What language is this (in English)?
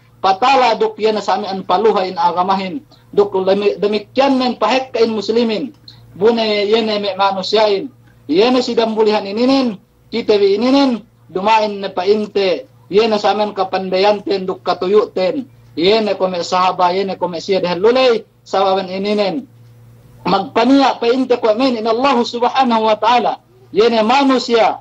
Yakan